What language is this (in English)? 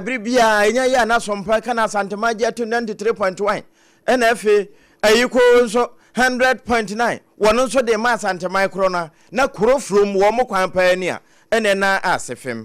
Akan